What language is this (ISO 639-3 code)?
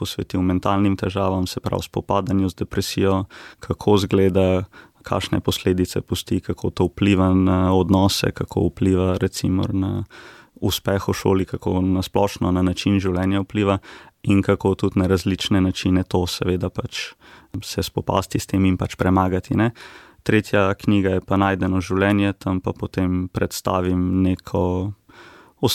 slv